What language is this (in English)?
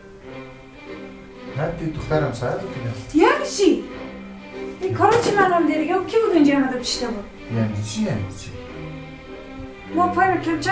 Persian